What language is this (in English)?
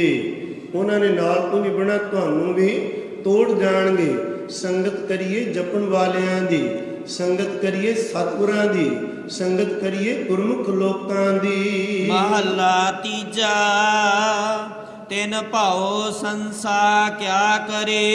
Punjabi